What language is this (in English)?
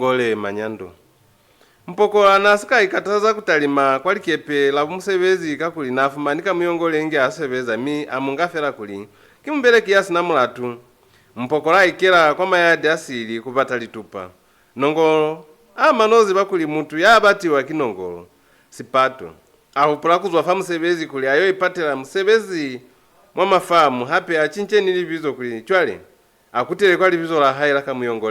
Lozi